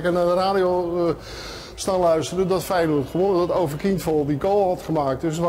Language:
Dutch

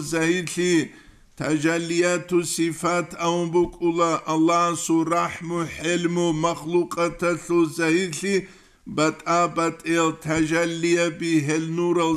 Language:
Avaric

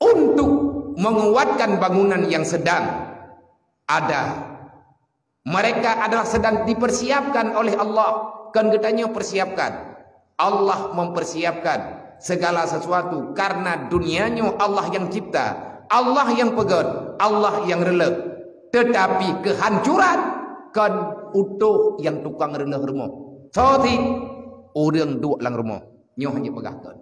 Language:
Achinese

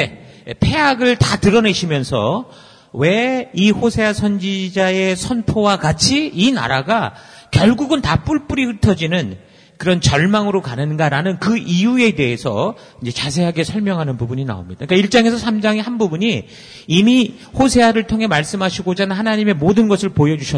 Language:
Korean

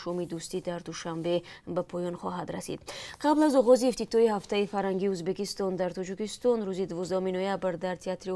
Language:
Tajik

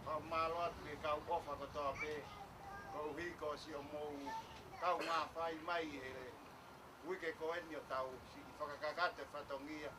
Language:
Tongan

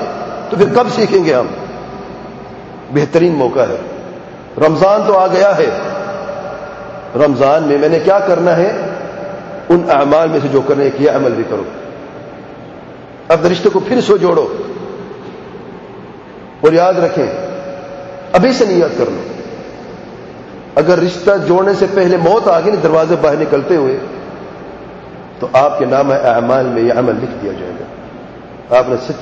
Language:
Urdu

